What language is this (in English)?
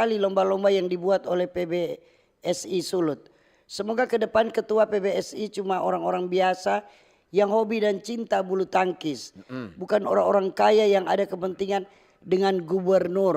Manado Malay